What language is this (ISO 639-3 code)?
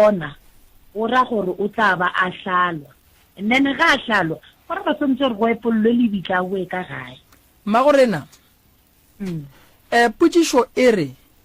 nso